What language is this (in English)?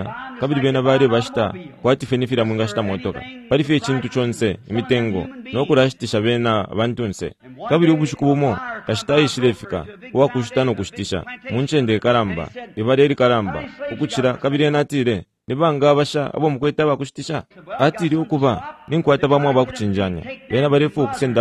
Bemba